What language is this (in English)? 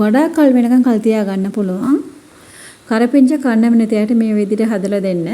Sinhala